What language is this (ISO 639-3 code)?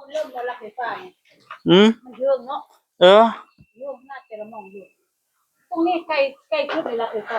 tts